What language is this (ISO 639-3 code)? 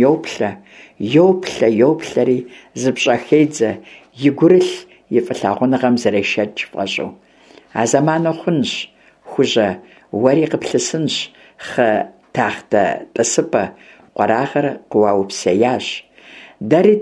kbd